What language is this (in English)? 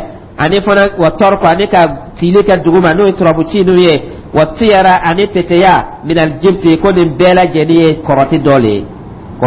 Dyula